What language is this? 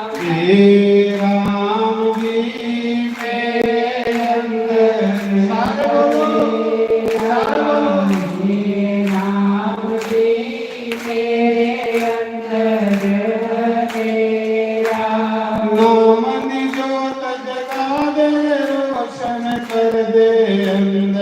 Dogri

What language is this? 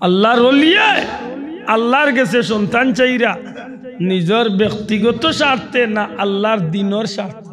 Sylheti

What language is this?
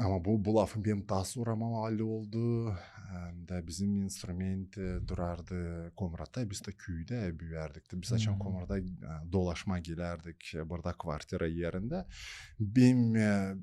Gagauz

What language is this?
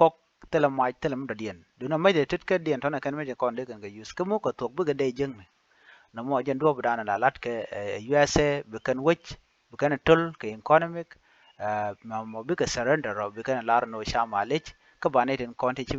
Nuer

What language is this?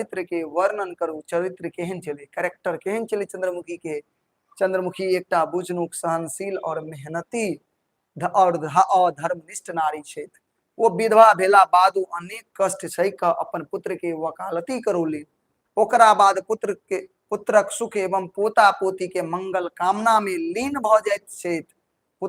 Maithili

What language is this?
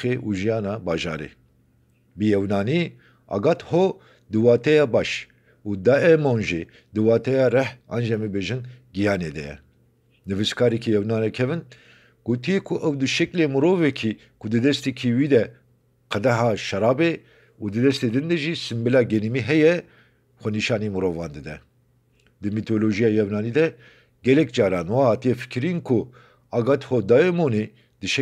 Kurdish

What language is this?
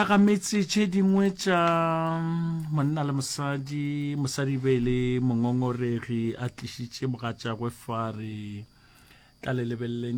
Northern Sotho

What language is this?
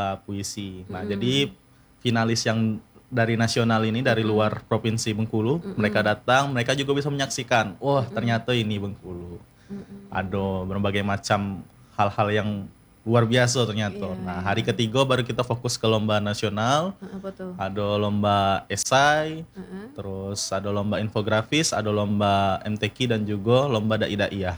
Indonesian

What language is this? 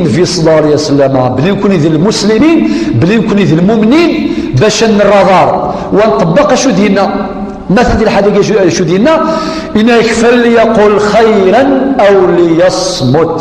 Kabyle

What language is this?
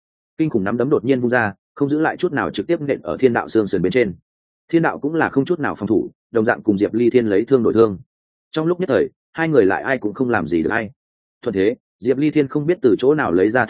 Vietnamese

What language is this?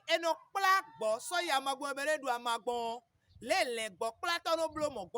Fon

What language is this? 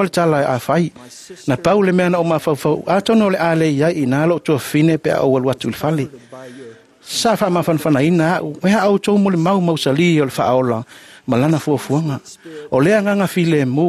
Samoan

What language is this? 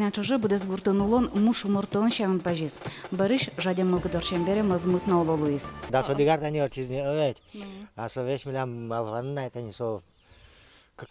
Udmurt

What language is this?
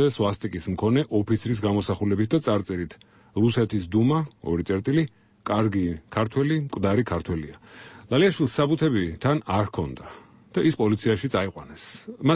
Georgian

